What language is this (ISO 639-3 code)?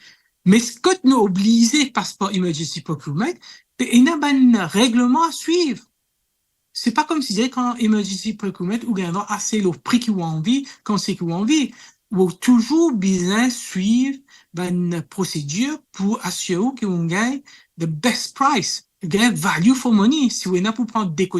mfe